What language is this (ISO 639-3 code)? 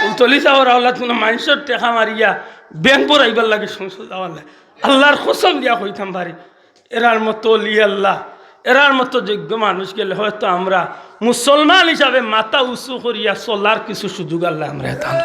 syl